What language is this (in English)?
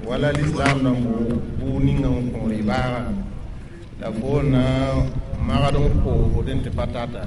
Mossi